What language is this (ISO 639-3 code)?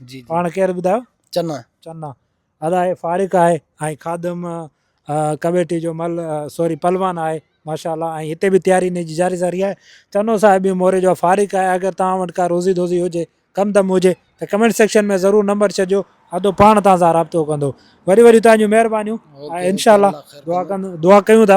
snd